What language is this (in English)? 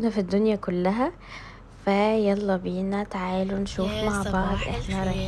Egyptian Arabic